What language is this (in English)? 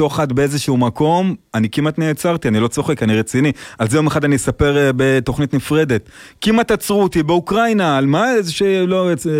Hebrew